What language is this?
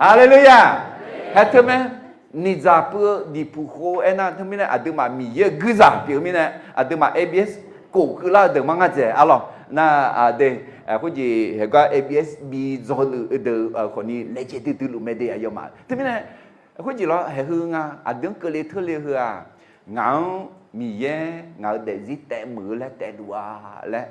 Akha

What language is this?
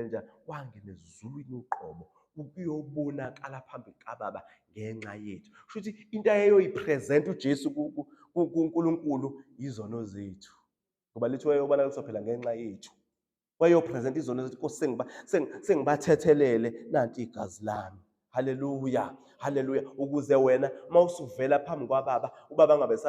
Zulu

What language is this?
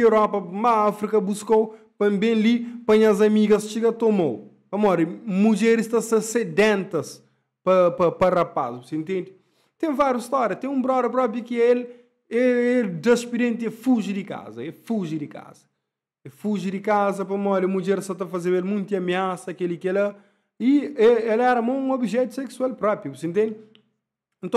Kabuverdianu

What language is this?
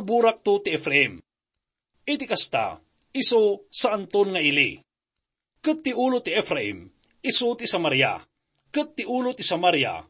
Iloko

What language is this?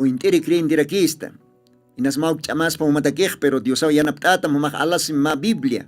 Aymara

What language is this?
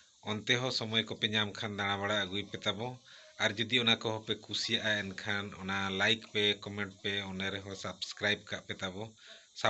Santali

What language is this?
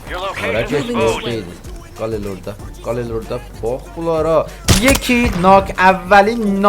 South Azerbaijani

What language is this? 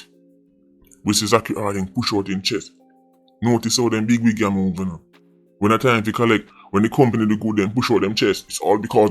Jamaican Creole English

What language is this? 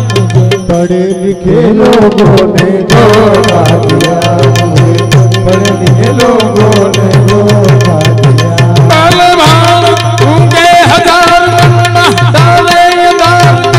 Gujarati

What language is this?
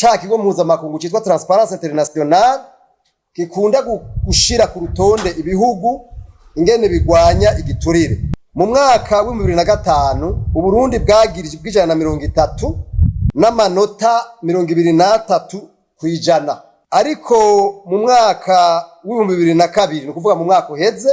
Rundi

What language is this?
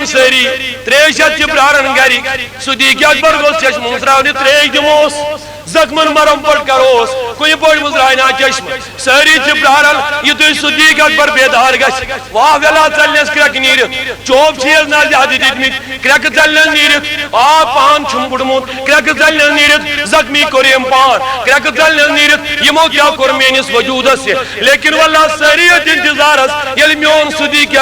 Kashmiri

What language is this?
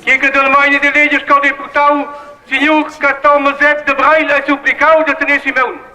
Romansh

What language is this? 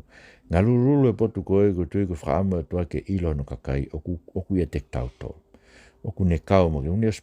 Tongan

